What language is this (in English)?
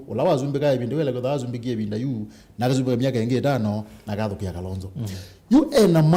Kamba